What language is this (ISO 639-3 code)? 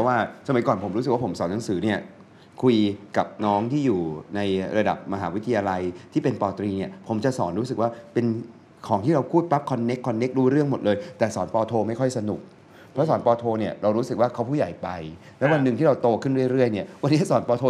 tha